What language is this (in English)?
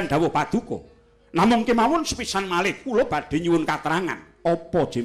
Javanese